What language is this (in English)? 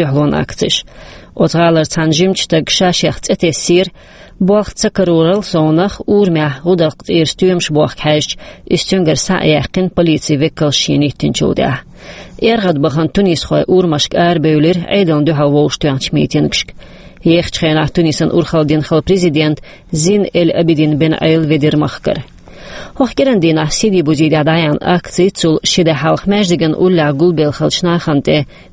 Chechen